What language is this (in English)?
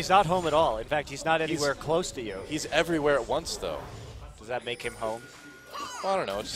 English